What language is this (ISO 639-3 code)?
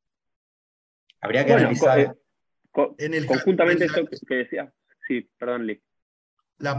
spa